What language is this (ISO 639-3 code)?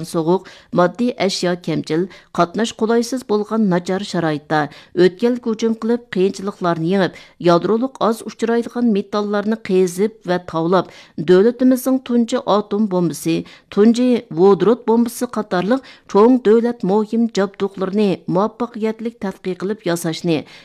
uig